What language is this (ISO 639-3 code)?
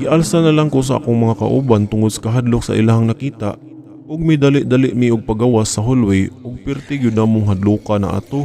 ceb